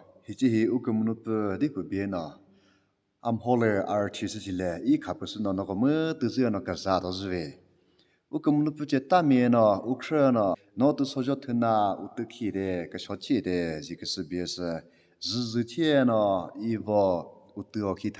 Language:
Chokri Naga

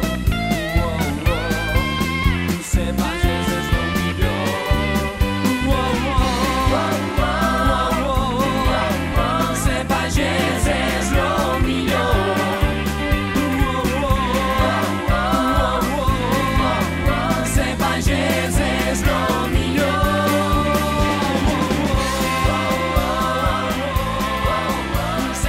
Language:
Catalan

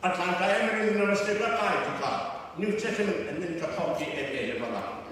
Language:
Falam Chin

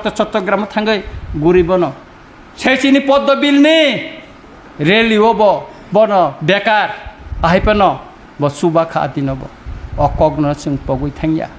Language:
Kok Borok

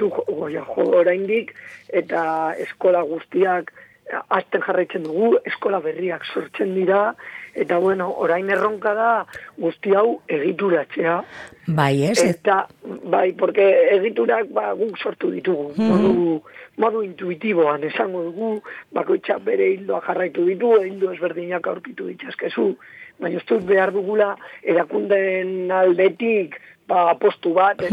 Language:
Basque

